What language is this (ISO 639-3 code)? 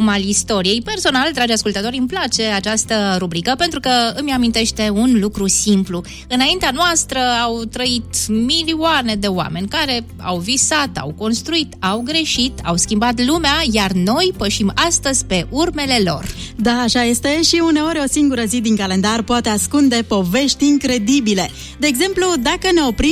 ron